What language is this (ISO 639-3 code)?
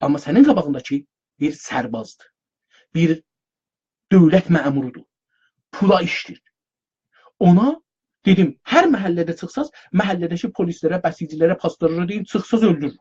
azb